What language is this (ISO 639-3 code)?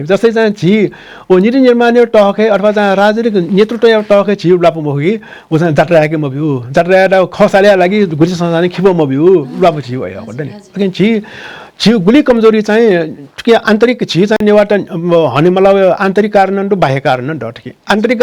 new